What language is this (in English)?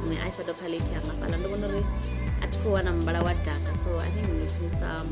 Venda